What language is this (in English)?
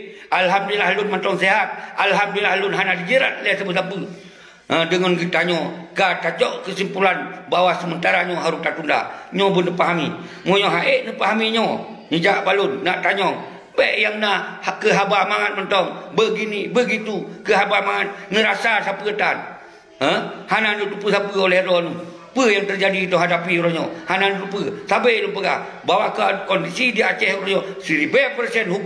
Achinese